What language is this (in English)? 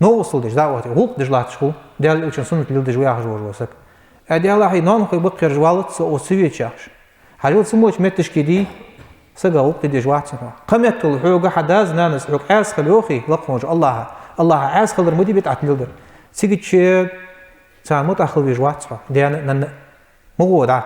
Ingush